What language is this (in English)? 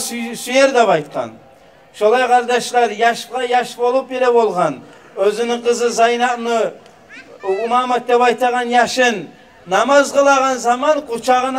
Kumyk